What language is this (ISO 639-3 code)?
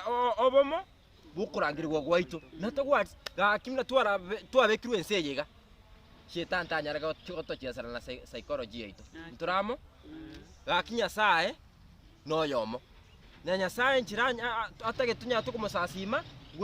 guz